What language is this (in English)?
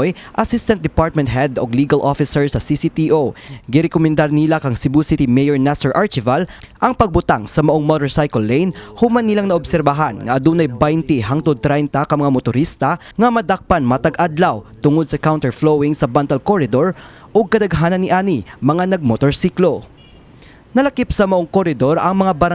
Cebuano